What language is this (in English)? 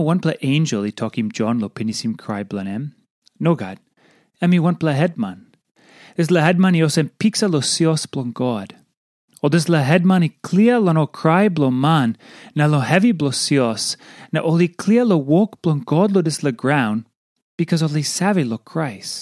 Tok Pisin